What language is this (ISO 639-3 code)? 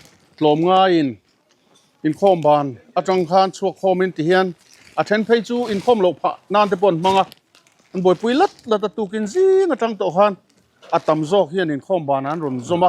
lus